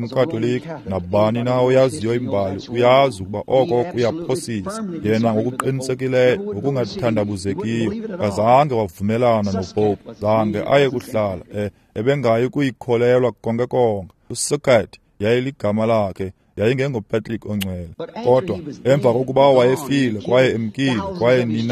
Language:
Xhosa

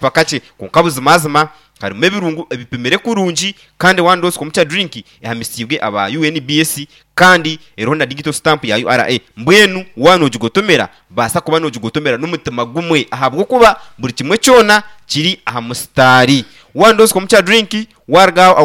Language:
Nyankole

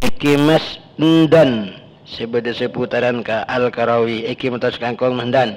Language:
Madurese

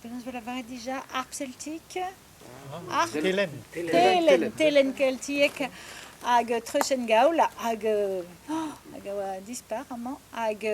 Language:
Breton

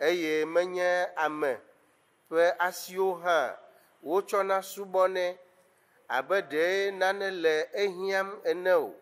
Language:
Ewe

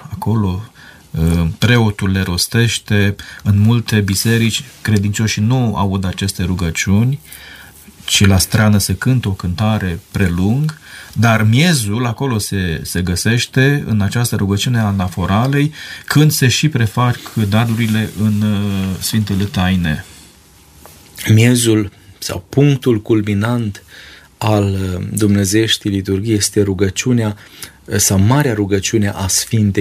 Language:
Romanian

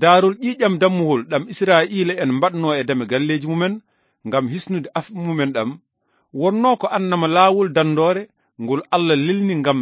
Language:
Fula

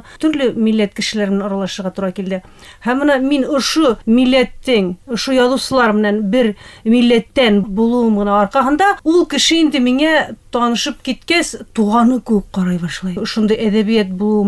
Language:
Bashkir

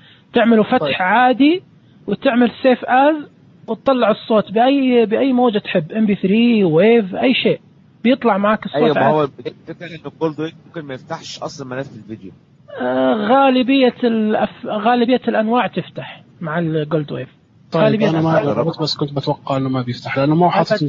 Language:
Najdi Arabic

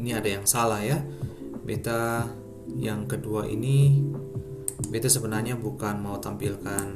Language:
Ambonese Malay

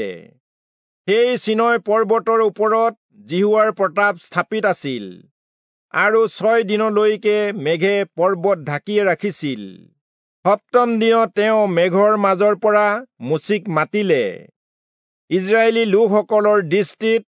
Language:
Assamese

